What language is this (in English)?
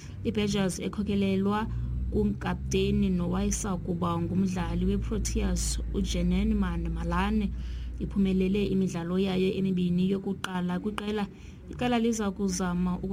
Xhosa